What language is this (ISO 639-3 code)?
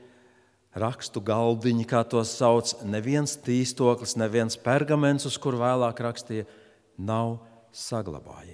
lav